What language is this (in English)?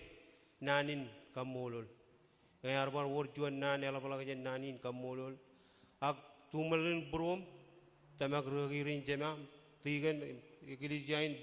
Marshallese